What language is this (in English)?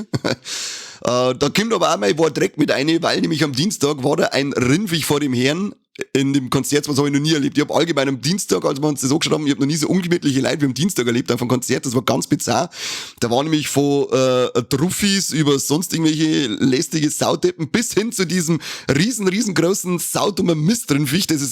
Bavarian